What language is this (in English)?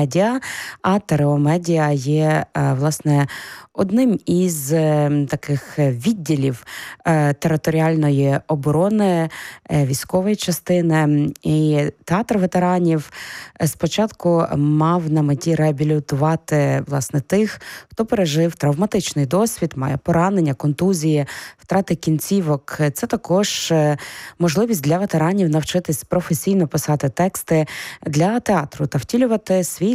Ukrainian